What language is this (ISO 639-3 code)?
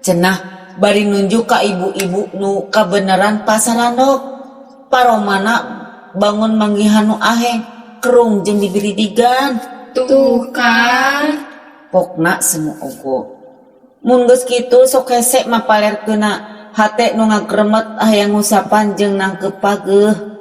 sun